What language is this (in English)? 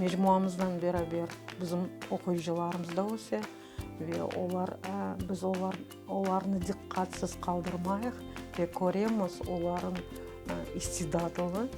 Crimean Tatar